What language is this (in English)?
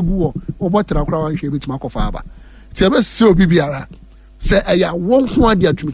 Akan